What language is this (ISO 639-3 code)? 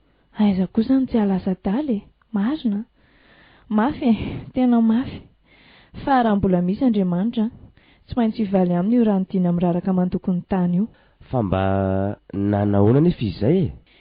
mlg